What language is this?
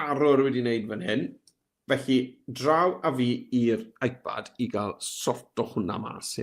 Welsh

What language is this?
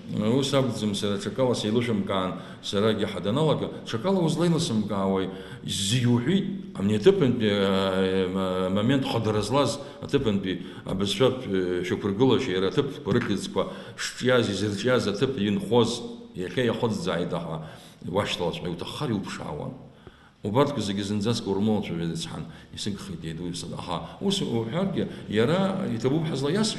Abkhazian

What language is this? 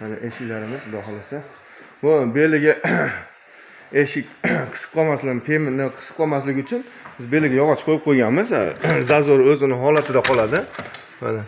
Uzbek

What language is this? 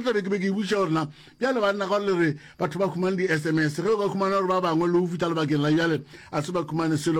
Northern Sotho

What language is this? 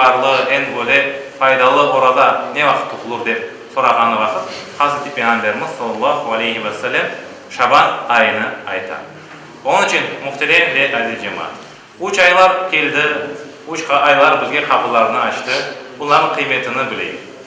Crimean Tatar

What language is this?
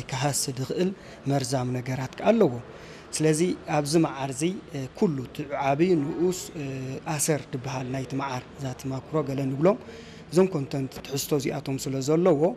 Tigrinya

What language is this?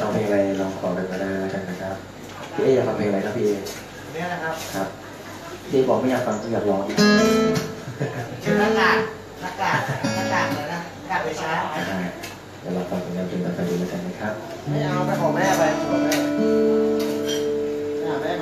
Thai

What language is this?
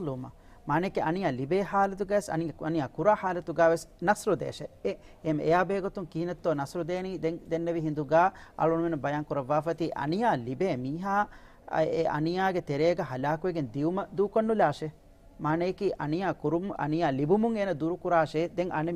Divehi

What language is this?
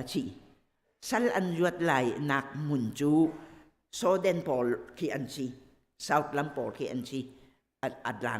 Hakha Chin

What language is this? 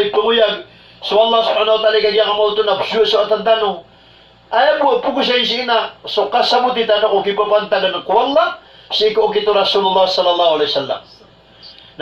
Maranao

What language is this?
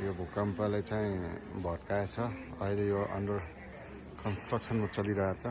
Nepali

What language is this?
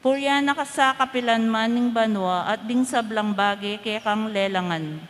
Pampanga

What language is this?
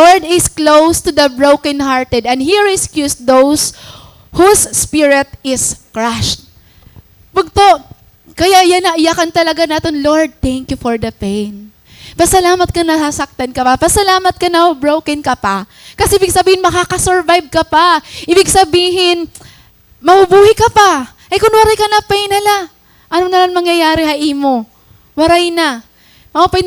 Waray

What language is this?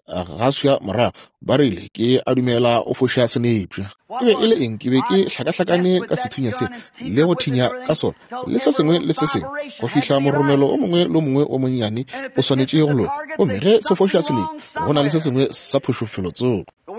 Northern Sotho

